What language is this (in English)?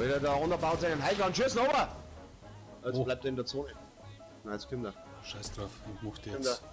Bavarian